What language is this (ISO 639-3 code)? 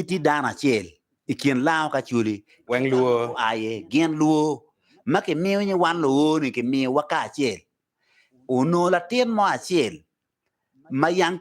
ach